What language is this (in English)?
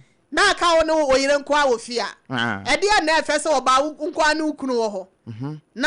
Akan